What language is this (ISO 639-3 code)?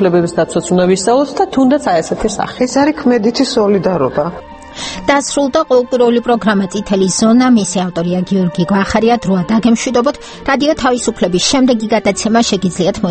kat